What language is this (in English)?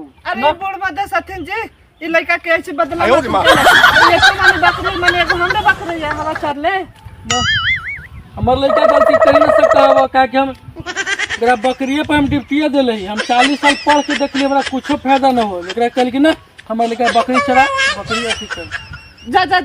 Magahi